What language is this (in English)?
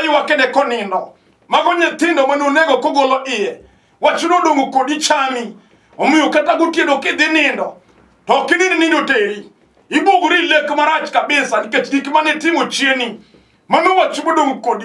Luo (Kenya and Tanzania)